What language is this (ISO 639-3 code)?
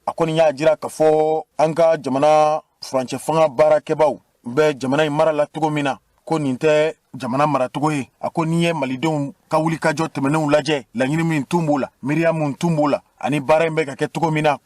bam